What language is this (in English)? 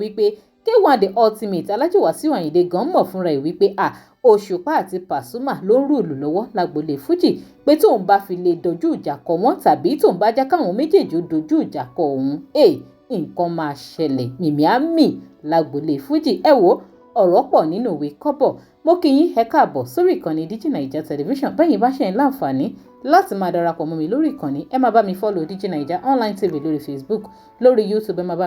Yoruba